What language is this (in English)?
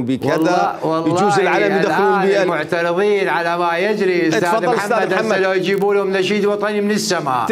Mesopotamian Arabic